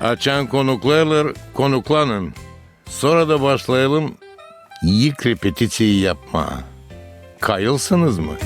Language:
Gagauz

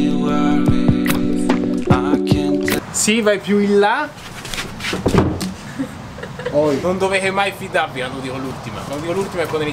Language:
Italian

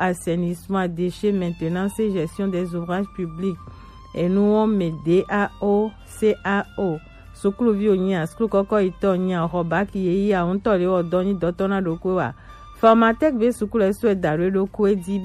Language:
Gen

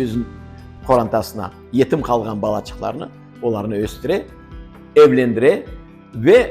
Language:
Crimean Tatar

